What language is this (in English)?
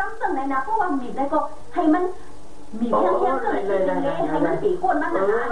Shan